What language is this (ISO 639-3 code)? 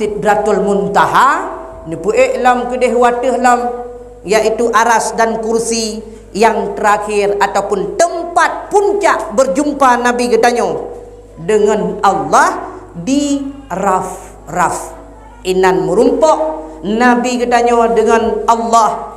ace